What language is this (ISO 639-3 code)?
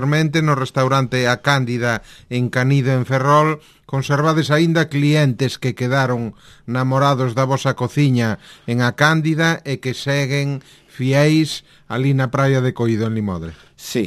glg